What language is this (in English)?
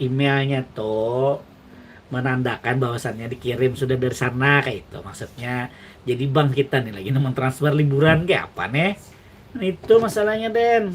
Banjar